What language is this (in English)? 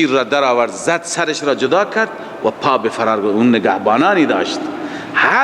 Persian